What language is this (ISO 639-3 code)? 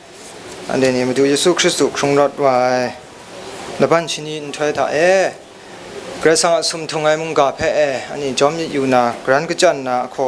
kac